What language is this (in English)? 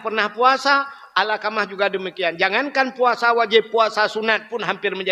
Achinese